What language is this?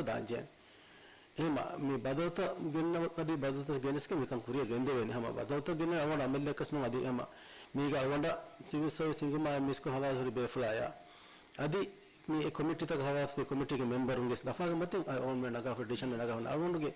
Divehi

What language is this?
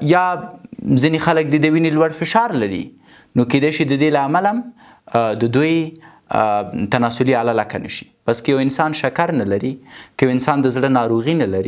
Pashto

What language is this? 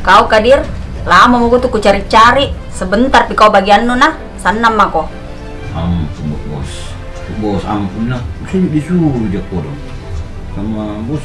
Makassar Malay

